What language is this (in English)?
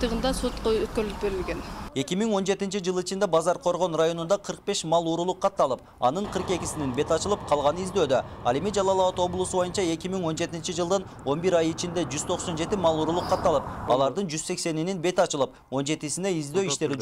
Kyrgyz